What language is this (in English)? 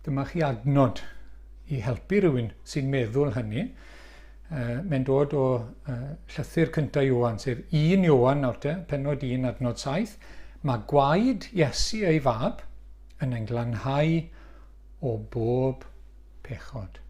Welsh